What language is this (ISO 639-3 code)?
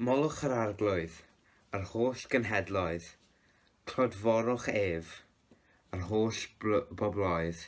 cym